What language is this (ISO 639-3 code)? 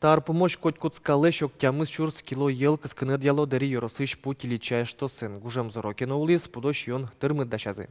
udm